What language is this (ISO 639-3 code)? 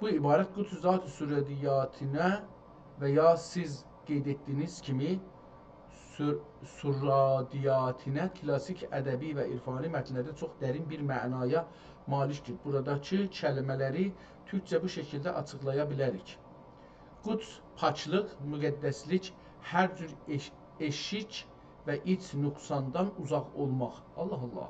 azb